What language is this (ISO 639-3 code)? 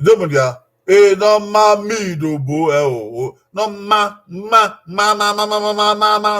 bin